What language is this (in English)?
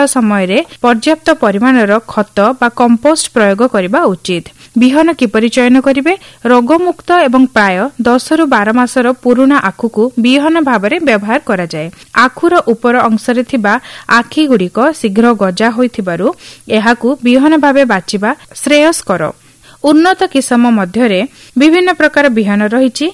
Odia